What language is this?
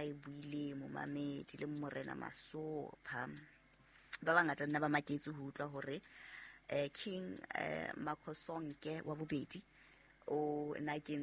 Southern Sotho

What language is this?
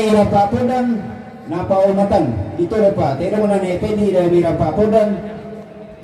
Toraja-Sa'dan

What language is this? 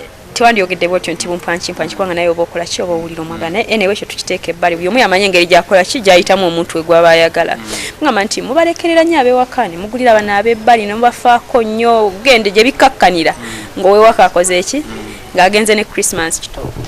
Ganda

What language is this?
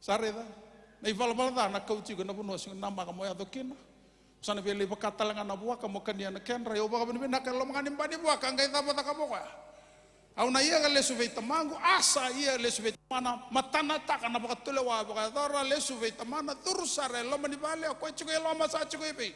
Fijian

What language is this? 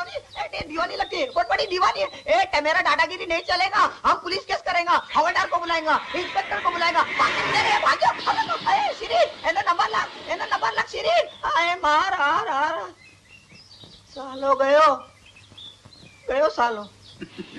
Hindi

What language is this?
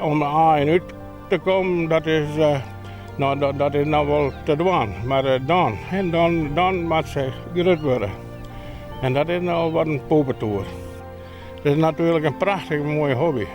Western Frisian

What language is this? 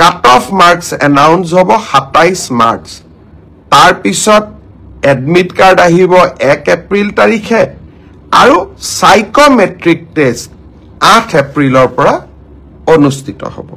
Assamese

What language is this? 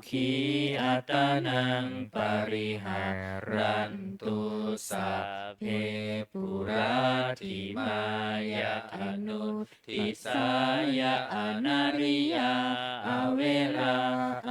Pali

